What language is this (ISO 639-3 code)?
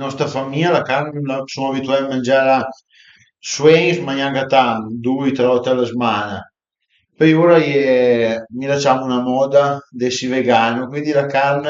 pms